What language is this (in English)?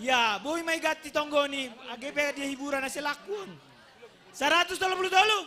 Batak Simalungun